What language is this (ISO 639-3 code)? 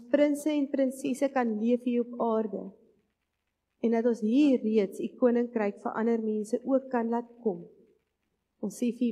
afr